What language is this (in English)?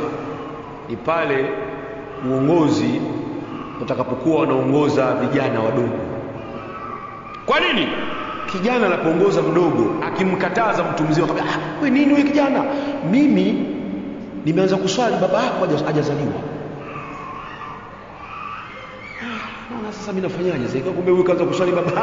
Swahili